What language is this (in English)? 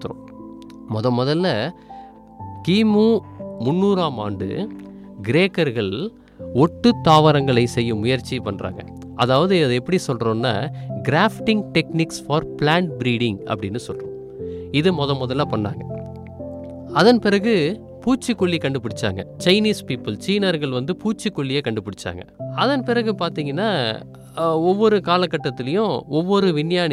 Tamil